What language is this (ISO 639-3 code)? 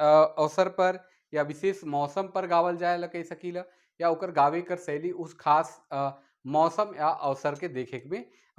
sck